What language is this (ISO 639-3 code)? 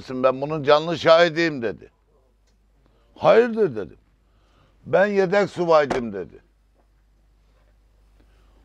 tur